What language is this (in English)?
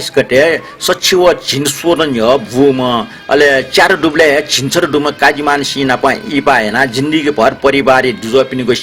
Newari